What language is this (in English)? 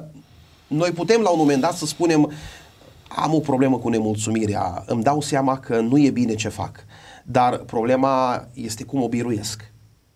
Romanian